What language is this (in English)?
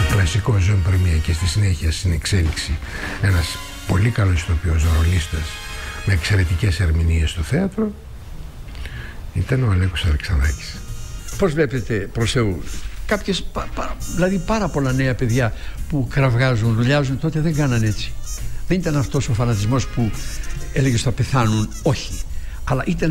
Greek